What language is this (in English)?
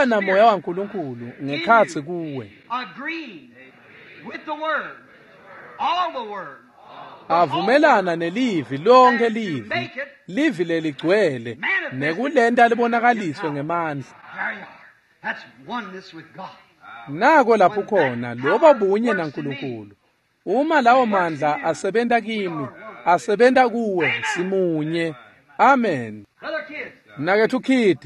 Swati